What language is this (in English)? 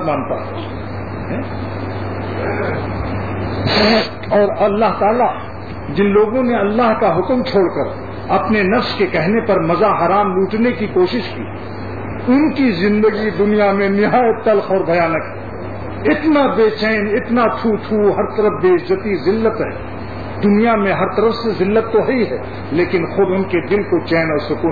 Urdu